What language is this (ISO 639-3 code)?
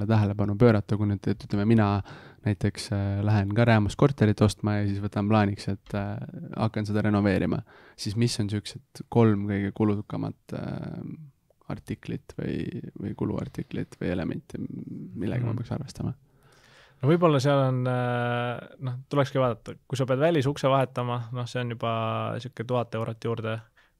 est